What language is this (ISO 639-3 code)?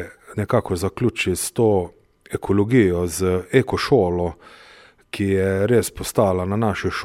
slv